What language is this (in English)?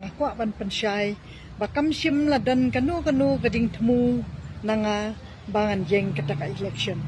Khasi